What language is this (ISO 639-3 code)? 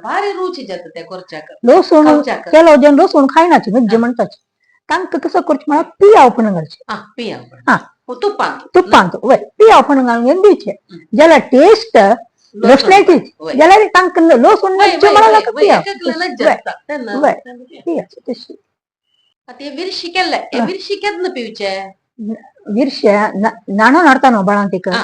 kok